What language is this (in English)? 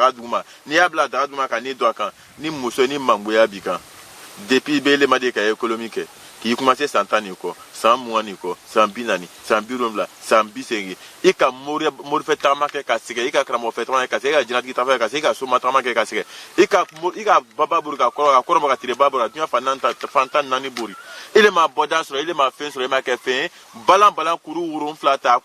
Bambara